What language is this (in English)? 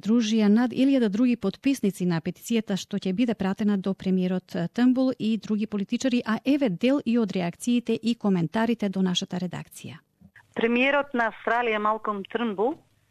Macedonian